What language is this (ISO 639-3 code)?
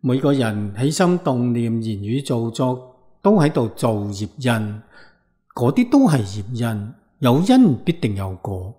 yue